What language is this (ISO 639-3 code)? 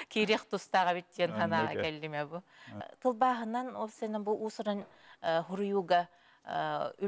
sah